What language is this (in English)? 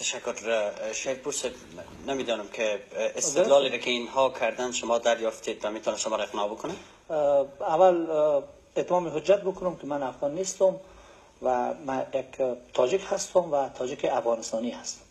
Persian